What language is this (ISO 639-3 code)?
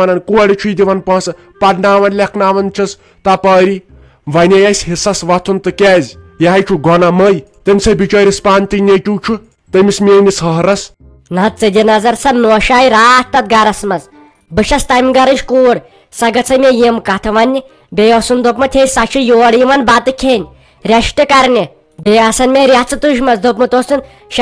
kas